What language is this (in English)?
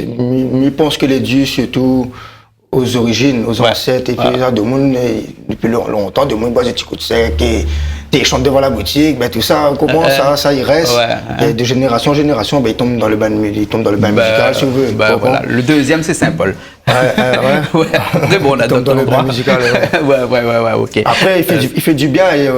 Réunion Creole French